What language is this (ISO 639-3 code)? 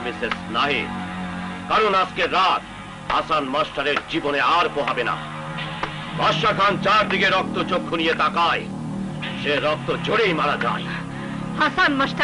ben